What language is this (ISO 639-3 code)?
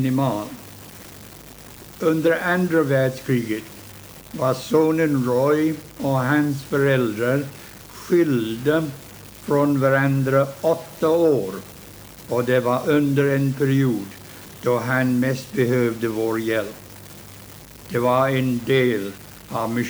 swe